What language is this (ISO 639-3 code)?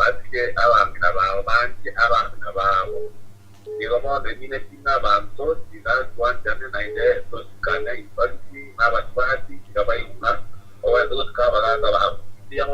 guz